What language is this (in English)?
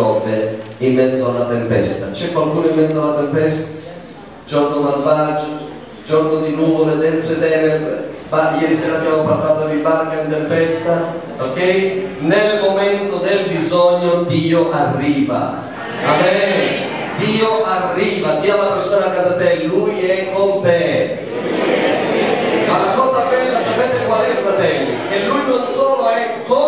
Italian